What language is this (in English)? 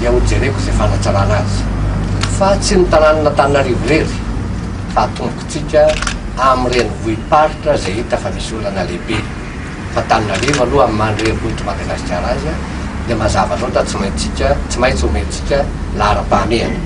Malagasy